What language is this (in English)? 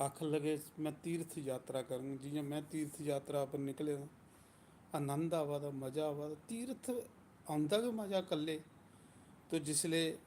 Dogri